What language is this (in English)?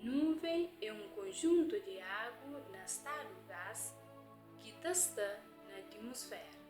Kabuverdianu